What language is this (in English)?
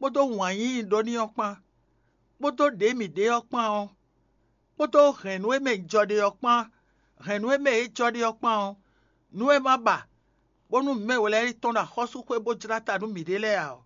Fon